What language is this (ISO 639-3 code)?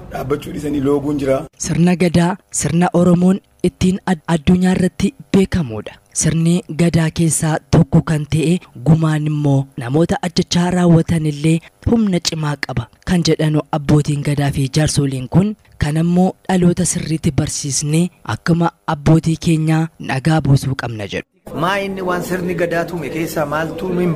orm